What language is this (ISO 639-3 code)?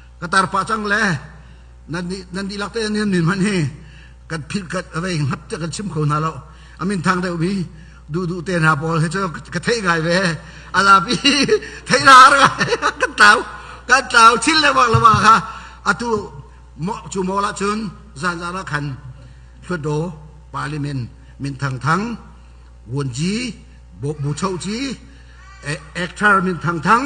cnh